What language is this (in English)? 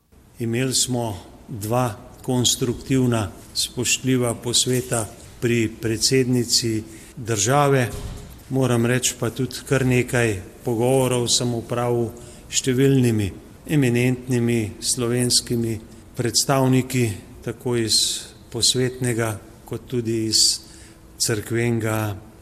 Slovenian